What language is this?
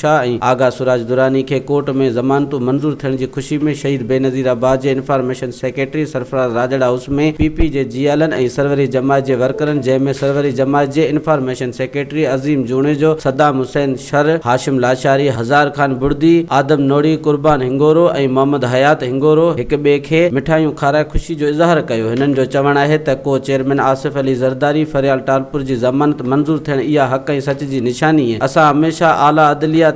Sindhi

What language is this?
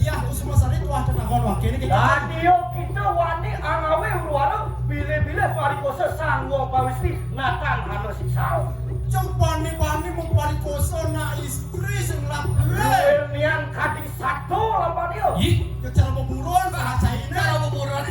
Balinese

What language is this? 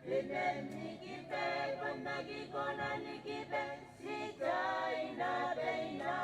Gilbertese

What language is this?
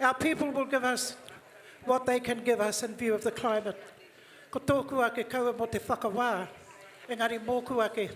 Māori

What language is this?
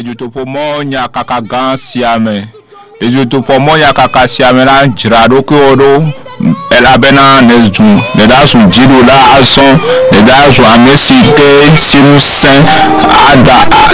Ewe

